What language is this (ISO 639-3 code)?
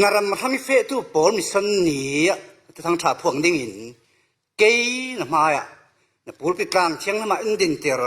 cfm